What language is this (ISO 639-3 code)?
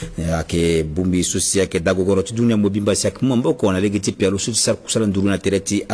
sag